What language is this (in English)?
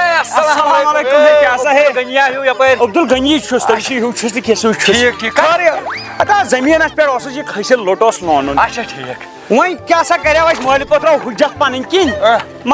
Kashmiri